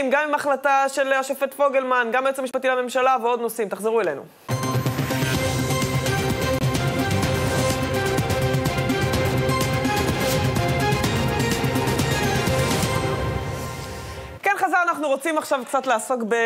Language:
Hebrew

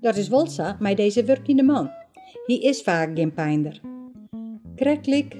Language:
Western Frisian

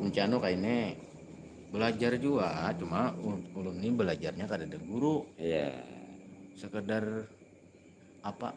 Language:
Banjar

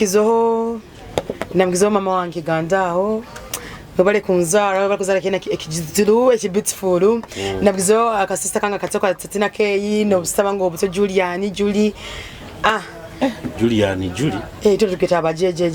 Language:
Nyoro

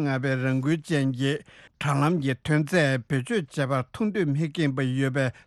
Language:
Tibetan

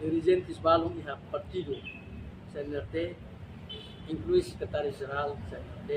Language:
Tetum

